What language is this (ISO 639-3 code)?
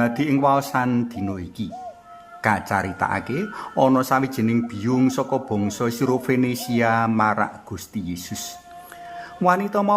jav